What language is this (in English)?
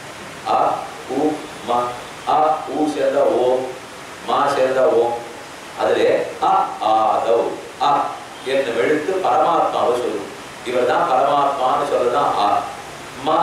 Tamil